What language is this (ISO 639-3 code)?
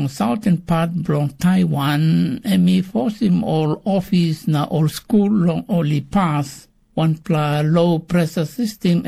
tpi